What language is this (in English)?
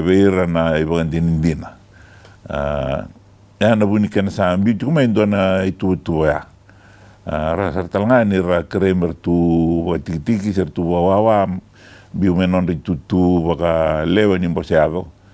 Fijian